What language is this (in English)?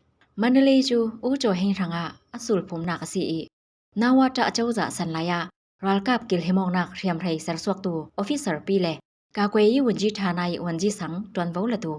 Falam Chin